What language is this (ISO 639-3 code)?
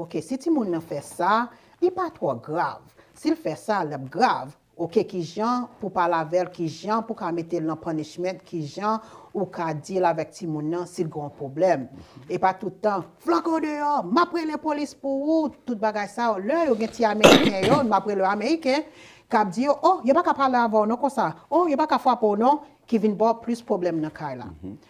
hat